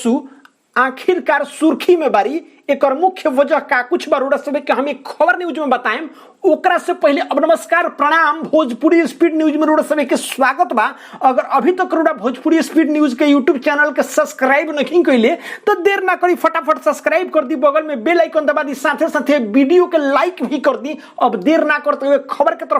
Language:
Bhojpuri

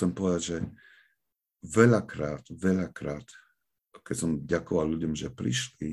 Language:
Slovak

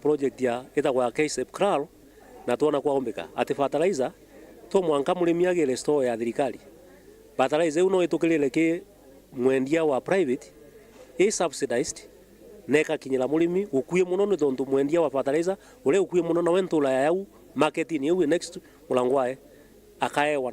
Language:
Meru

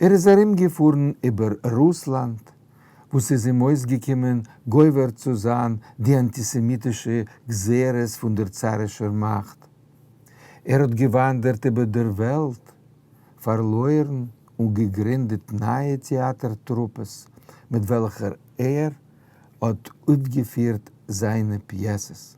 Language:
Yiddish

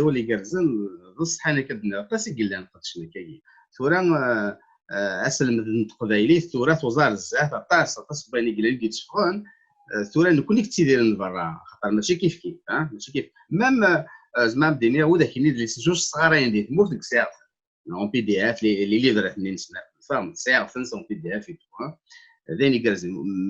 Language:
Kabyle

